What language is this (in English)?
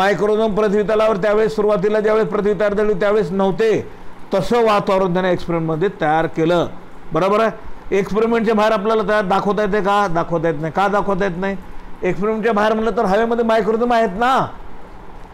Marathi